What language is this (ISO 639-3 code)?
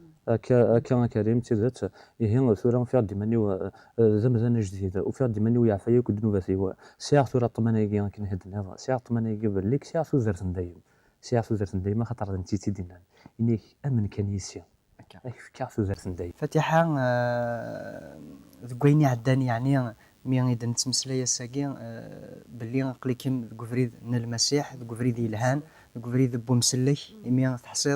kab